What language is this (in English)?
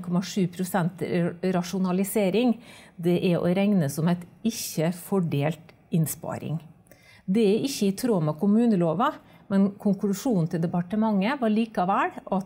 Norwegian